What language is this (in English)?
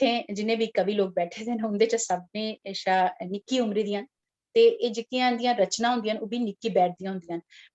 Dogri